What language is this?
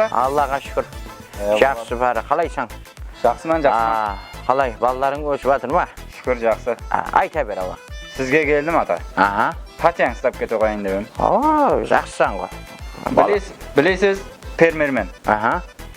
Kara-Kalpak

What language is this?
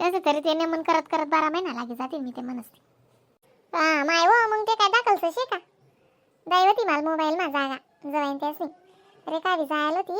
Khandesi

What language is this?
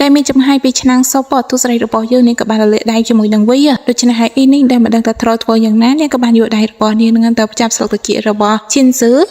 Khmer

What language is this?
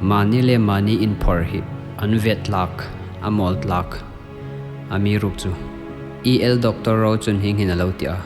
Hmar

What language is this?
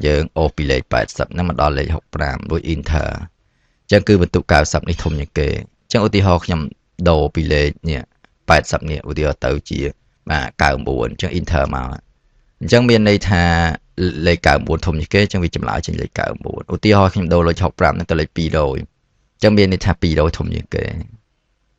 Khmer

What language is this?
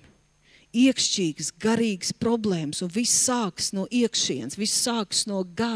Latvian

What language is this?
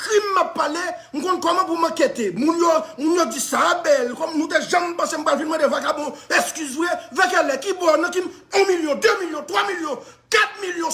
Haitian Creole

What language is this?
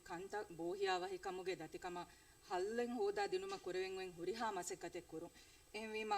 Divehi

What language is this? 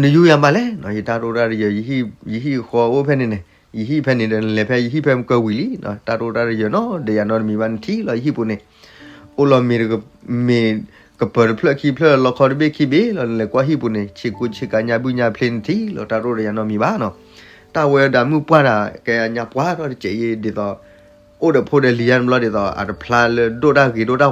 S'gaw Karen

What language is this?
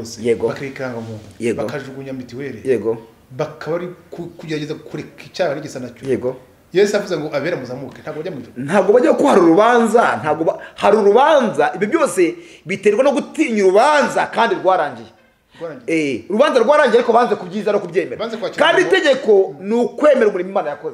Kinyarwanda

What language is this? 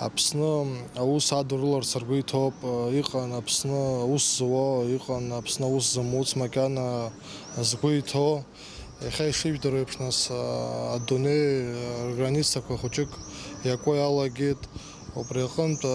Abkhazian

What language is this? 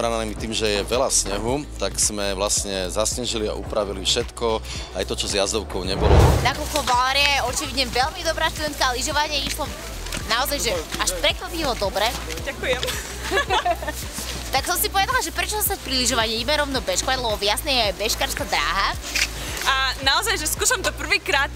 Slovak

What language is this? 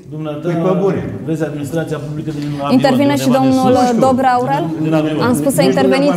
Romanian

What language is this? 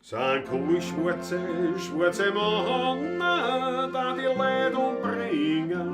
Bavarian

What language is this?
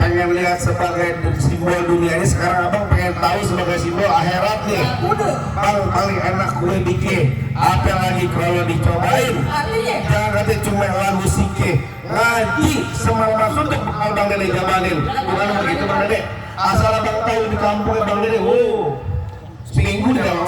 Betawi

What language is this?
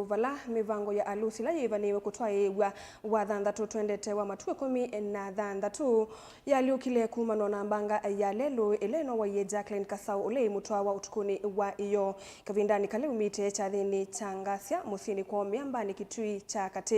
Kamba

